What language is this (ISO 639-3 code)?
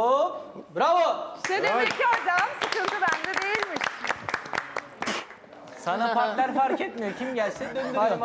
tur